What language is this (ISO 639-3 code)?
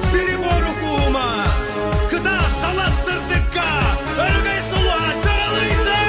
sah